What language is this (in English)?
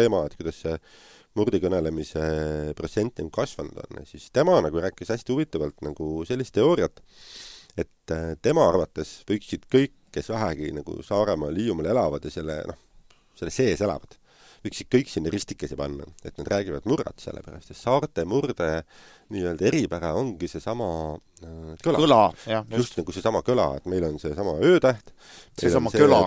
Estonian